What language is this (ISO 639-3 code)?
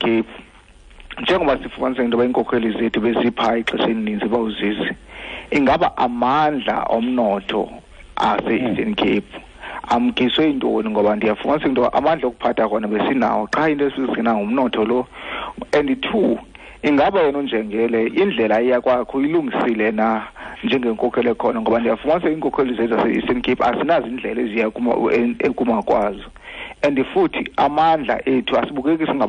xho